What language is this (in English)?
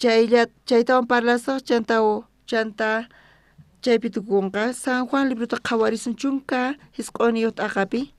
South Bolivian Quechua